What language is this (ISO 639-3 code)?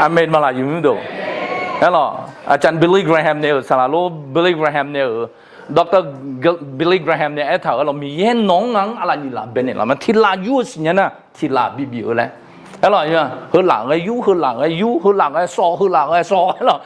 ahk